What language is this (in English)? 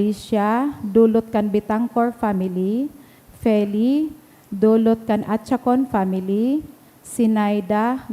Bikol